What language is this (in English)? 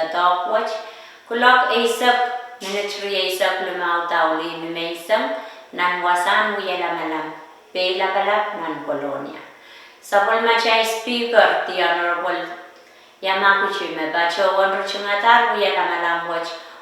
Pohnpeian